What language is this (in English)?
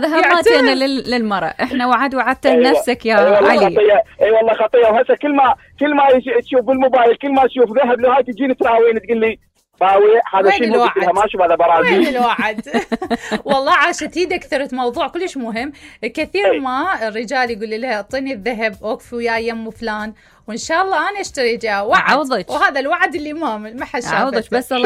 Mesopotamian Arabic